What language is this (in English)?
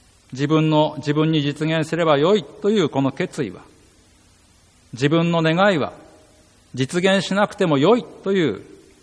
Japanese